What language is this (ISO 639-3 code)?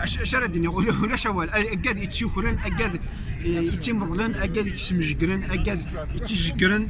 kab